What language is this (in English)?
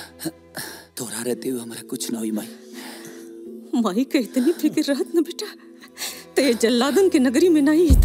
Bhojpuri